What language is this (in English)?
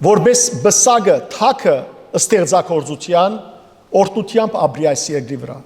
Western Armenian